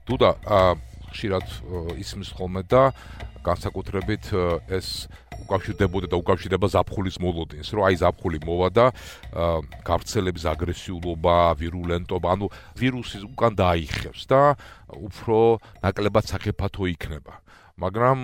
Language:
Georgian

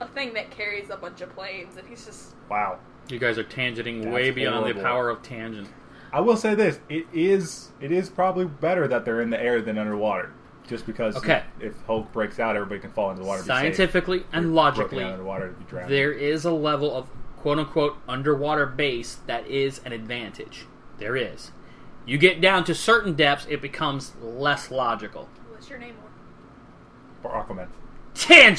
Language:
English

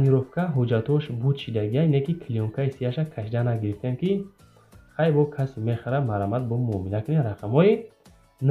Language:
Tajik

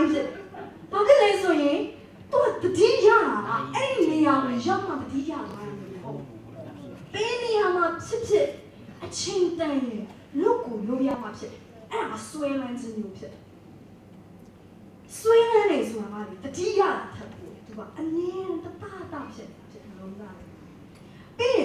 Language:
Burmese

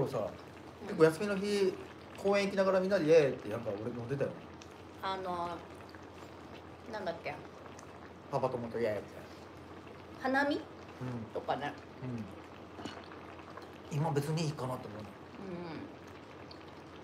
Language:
Japanese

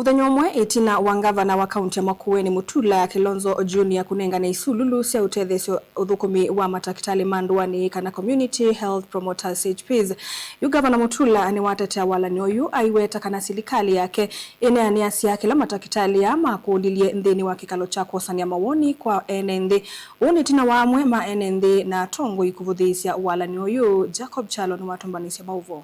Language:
Kamba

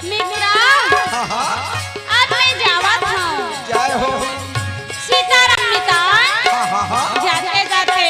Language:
Chhattisgarhi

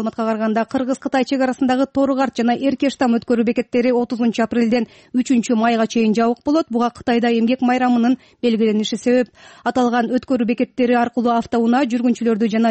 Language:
Kyrgyz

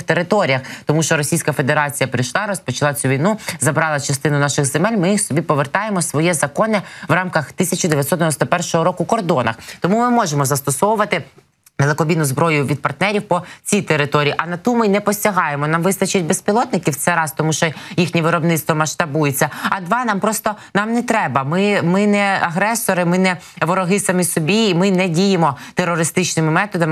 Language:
Ukrainian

